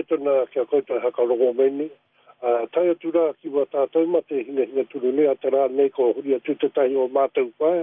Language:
Māori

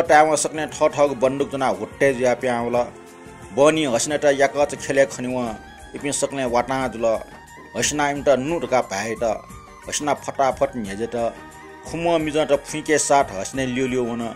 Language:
Newari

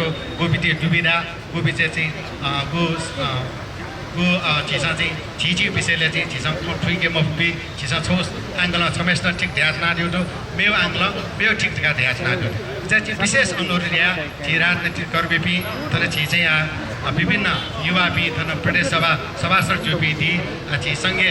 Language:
Newari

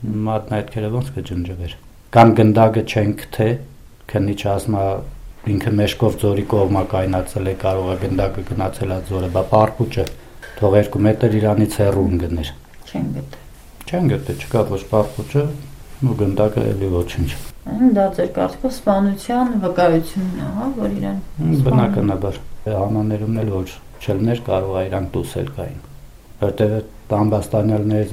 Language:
Armenian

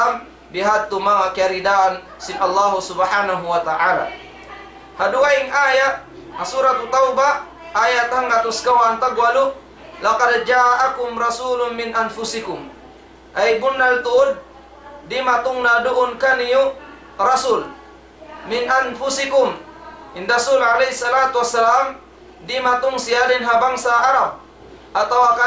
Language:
Tausug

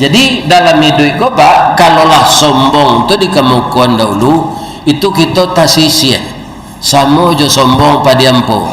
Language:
Minangkabau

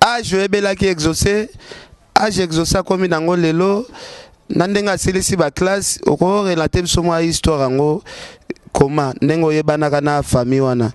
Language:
Lingala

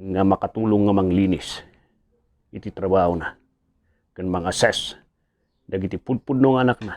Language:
Iloko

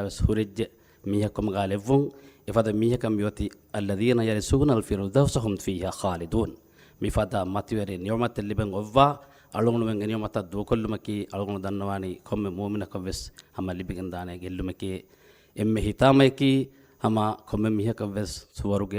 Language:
Divehi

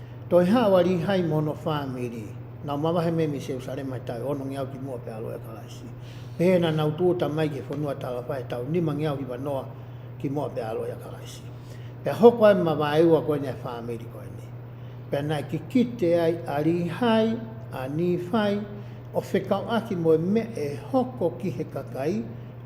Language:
Tongan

